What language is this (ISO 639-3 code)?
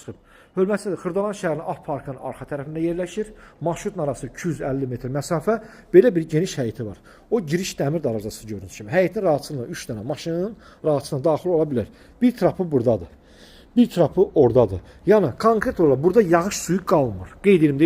aze